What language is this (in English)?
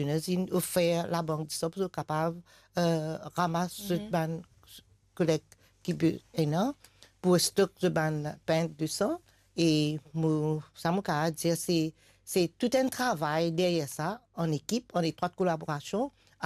Morisyen